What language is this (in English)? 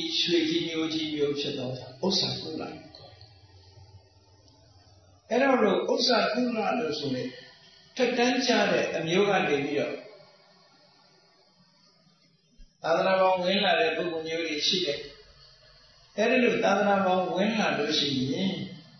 Burmese